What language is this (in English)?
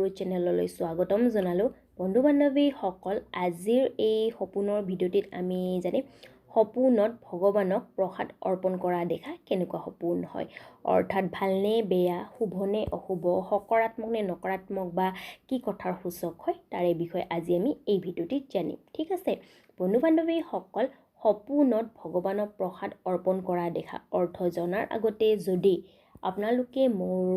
Assamese